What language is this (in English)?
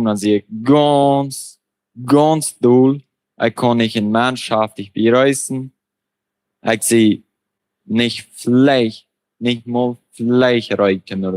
Plautdietsch